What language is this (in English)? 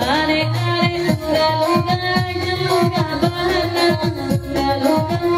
Minangkabau